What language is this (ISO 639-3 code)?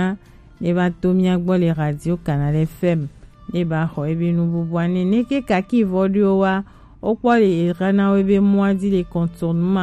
gej